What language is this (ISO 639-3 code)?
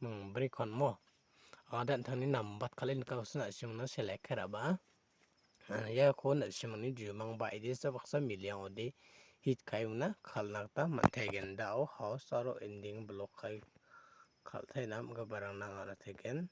grt